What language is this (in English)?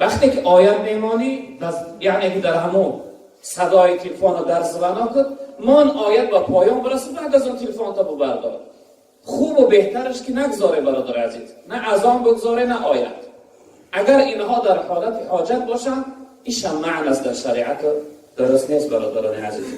Tajik